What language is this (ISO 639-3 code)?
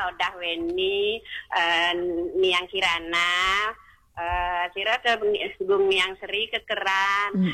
ban